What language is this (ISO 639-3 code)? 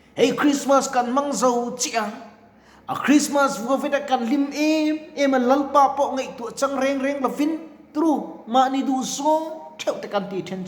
lus